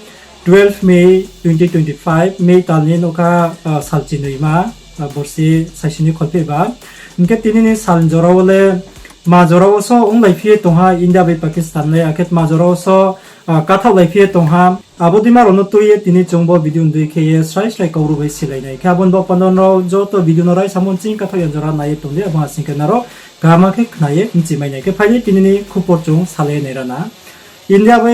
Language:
Riang (India)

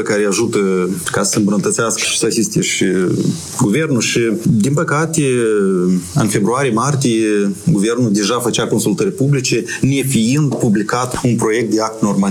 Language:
Romanian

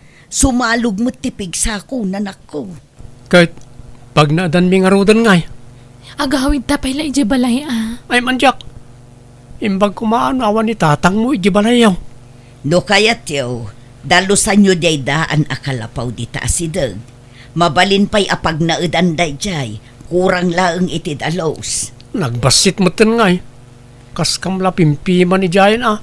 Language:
Iloko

